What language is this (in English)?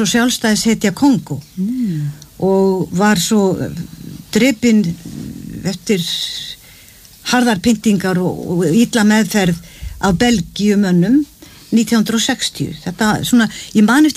Icelandic